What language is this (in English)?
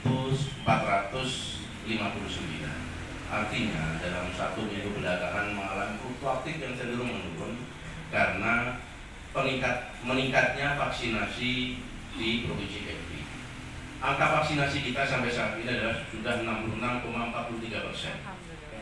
Indonesian